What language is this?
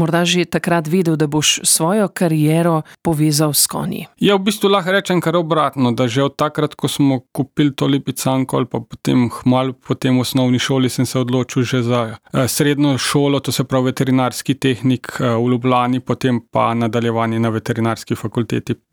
Slovenian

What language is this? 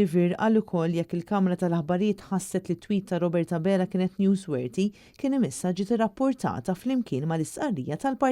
Maltese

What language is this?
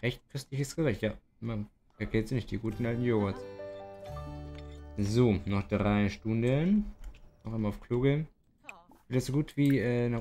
German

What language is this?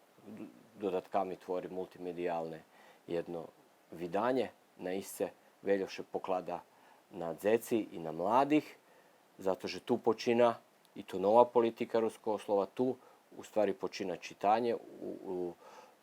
Rusyn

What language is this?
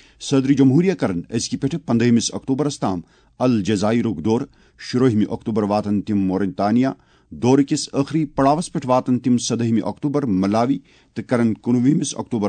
Kashmiri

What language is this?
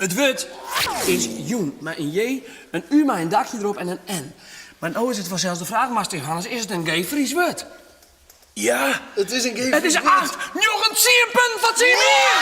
Western Frisian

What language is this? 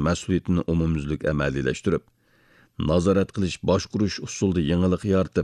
Uyghur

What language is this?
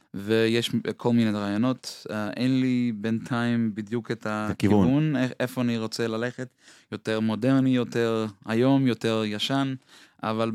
Hebrew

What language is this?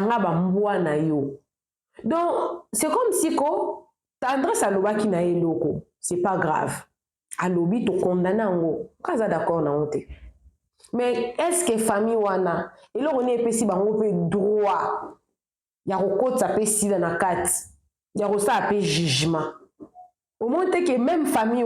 Lingala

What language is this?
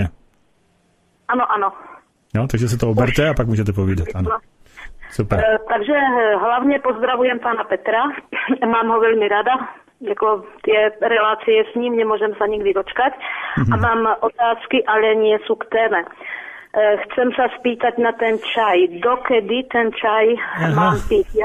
Slovak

